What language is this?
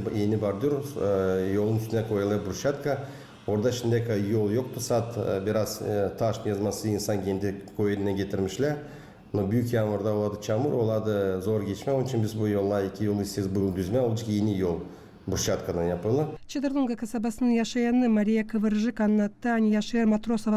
Gagauz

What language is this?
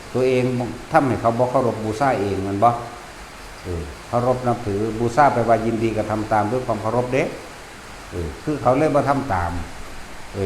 Northeastern Thai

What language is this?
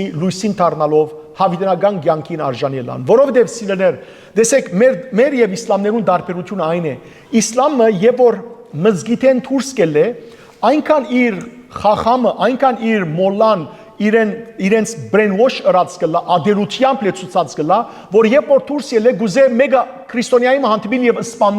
Western Armenian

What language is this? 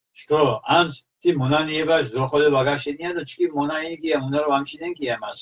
Mingrelian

